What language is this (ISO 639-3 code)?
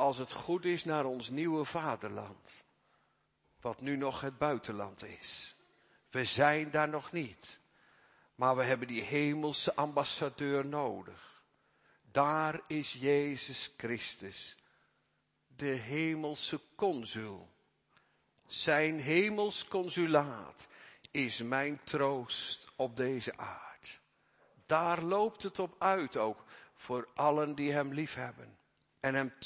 nld